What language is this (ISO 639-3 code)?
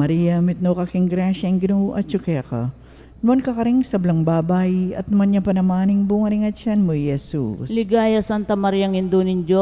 pam